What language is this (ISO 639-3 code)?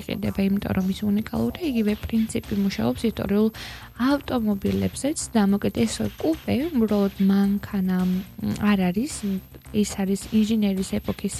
kat